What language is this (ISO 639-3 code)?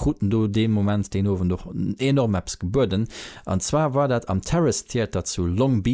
ltz